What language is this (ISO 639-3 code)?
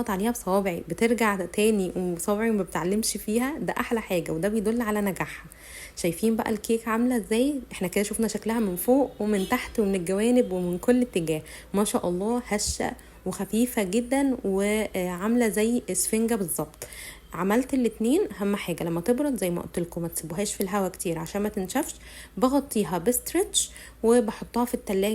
arz